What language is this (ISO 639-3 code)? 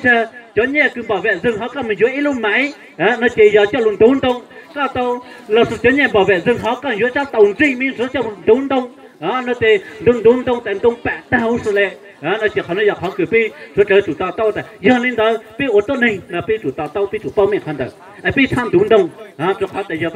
hmn